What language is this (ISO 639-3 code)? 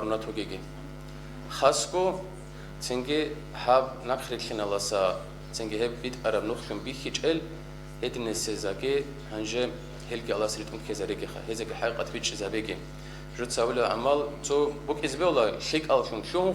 ava